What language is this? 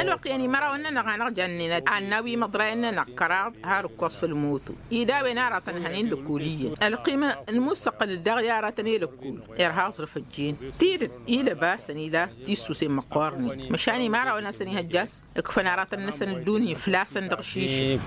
Tamasheq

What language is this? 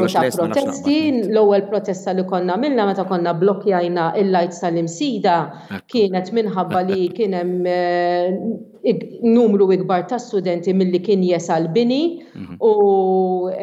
Maltese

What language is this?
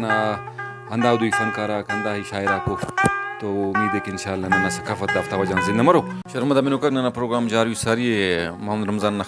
Brahui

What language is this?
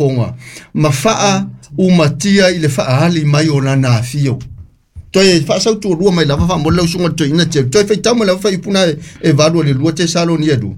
Samoan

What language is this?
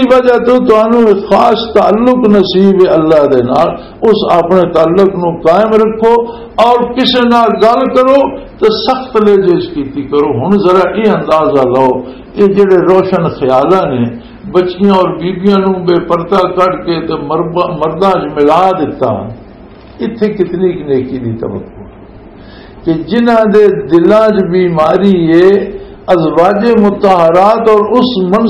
Western Panjabi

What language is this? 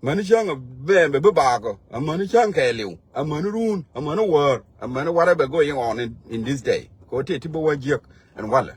Nuer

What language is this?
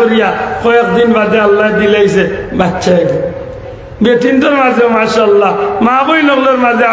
Sylheti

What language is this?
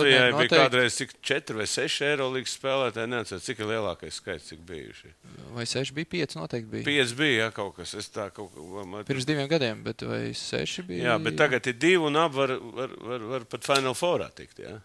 Latvian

